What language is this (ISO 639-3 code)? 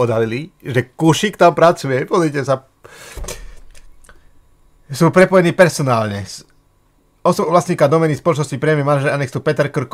slk